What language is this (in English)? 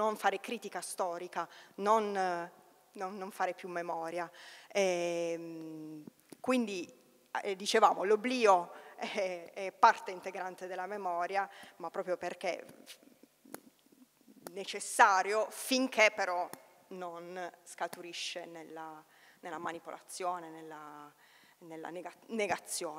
Italian